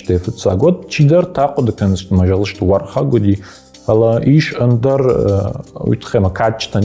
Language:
Ossetic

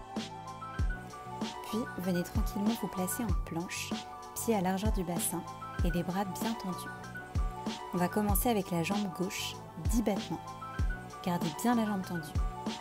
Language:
French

